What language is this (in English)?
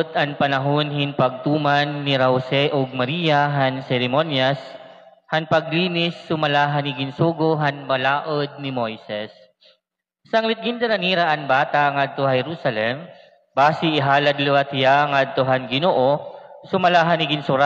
Waray